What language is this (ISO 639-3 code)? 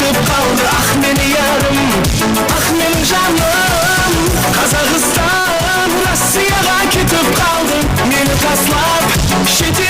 kaa